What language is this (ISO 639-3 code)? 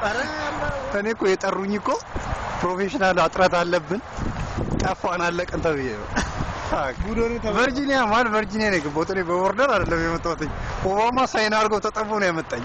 amh